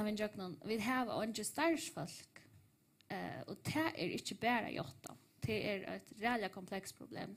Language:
Faroese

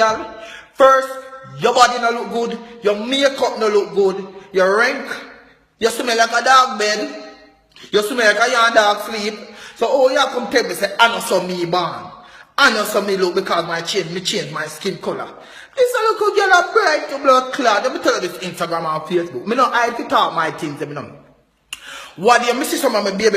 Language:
Jamaican Creole English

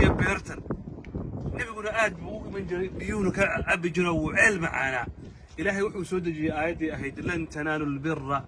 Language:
Somali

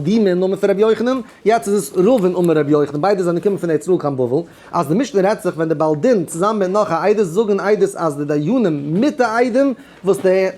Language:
Yiddish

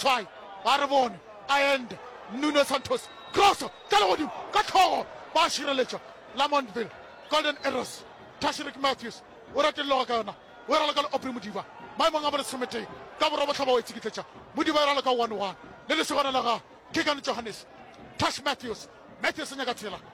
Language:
Northern Sotho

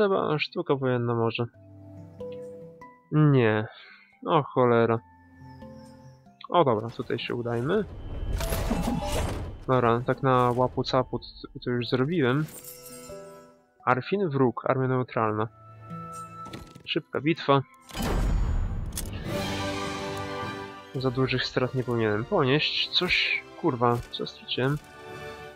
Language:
Polish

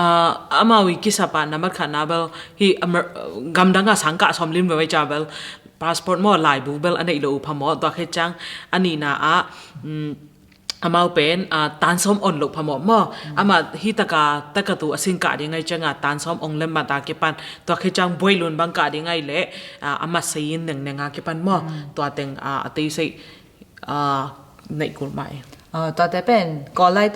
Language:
Tedim Chin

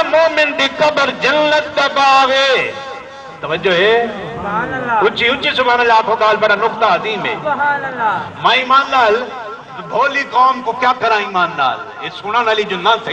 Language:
Saraiki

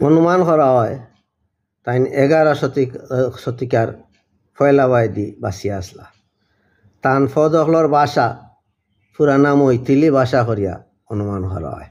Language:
Sylheti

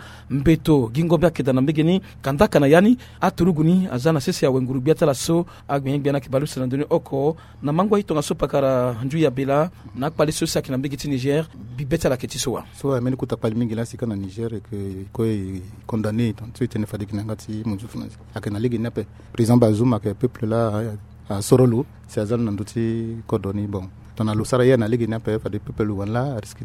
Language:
Sango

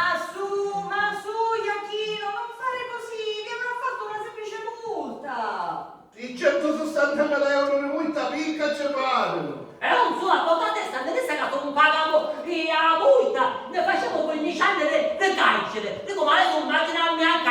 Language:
Sicilian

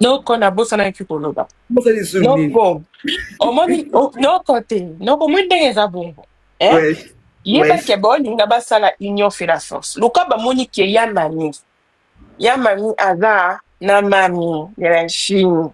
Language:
Lingala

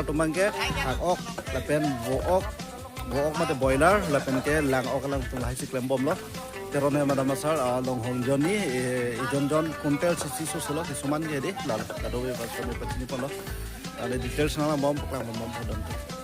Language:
Karbi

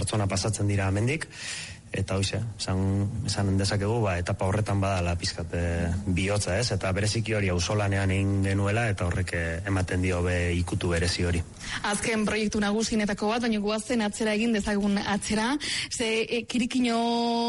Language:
Basque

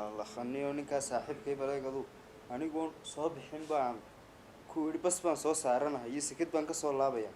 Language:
Somali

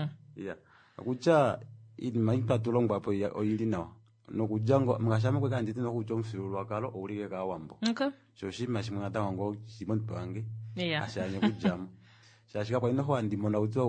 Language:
Kuanyama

